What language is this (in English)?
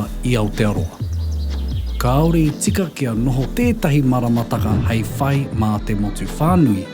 Māori